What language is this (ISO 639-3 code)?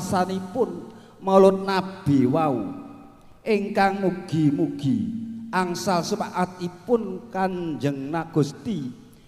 jav